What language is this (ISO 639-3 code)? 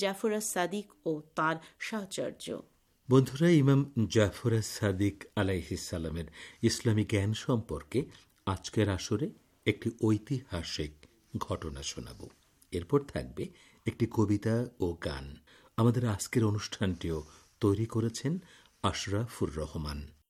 ben